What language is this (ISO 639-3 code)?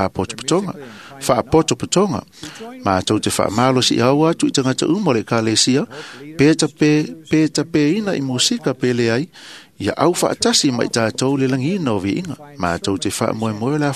smo